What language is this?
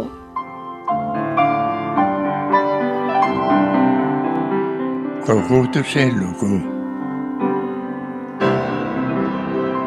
Estonian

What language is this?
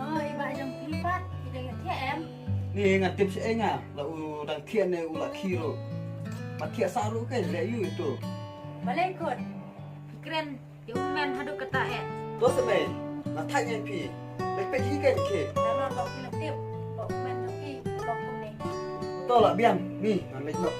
Khasi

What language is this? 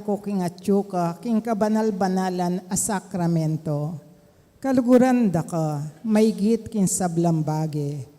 Pampanga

